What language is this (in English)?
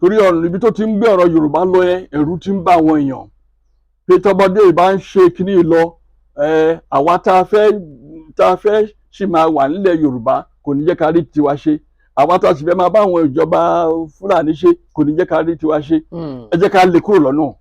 Yoruba